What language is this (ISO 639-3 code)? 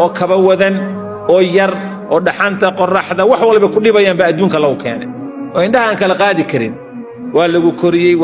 som